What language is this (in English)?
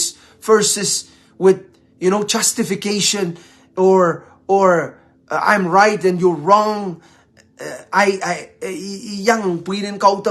Pohnpeian